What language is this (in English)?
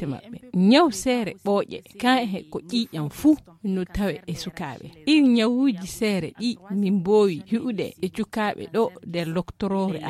Fula